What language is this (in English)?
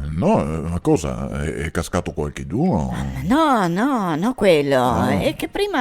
Venetian